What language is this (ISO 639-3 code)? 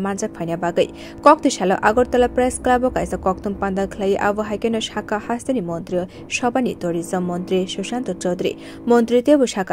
trp